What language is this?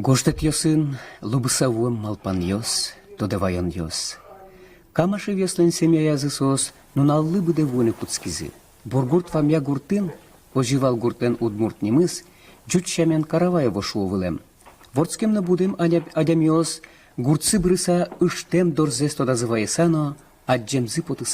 Udmurt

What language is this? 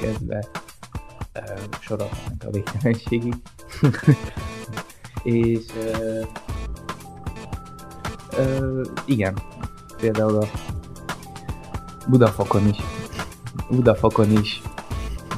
Hungarian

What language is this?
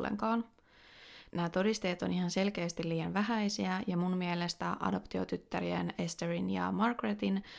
Finnish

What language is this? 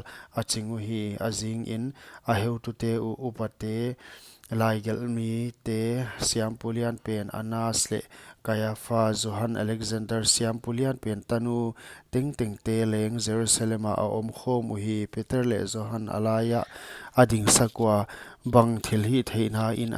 Paite Chin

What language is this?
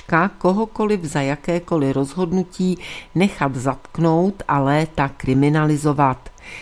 Czech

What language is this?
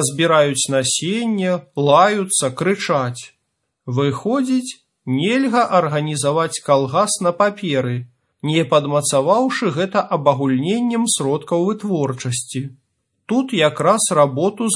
Belarusian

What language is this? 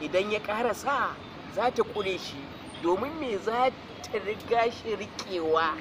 Hausa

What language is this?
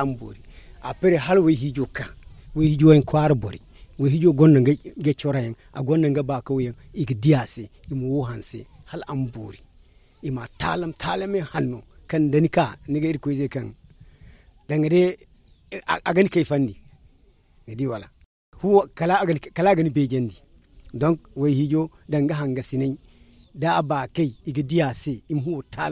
Zarma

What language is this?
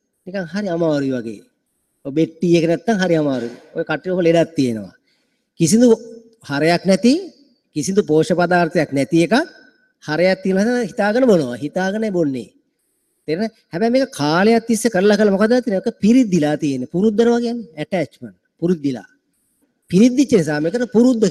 Sinhala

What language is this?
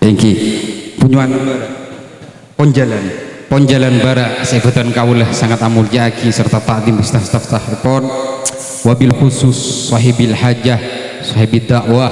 Madurese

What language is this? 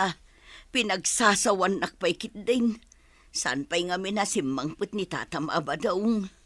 Iloko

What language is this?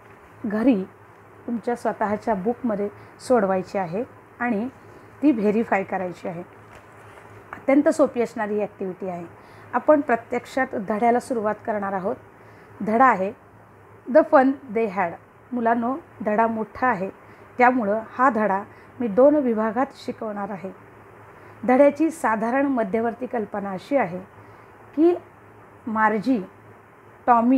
Marathi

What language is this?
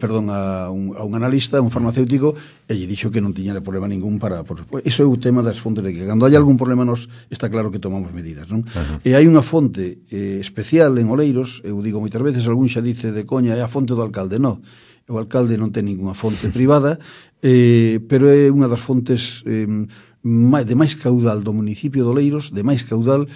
Galician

